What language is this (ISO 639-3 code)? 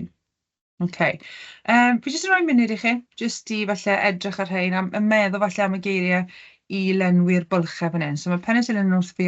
cym